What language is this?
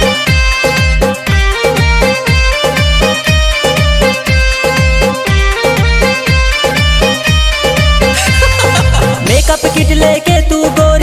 Bhojpuri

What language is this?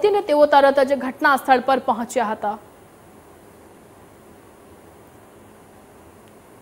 Gujarati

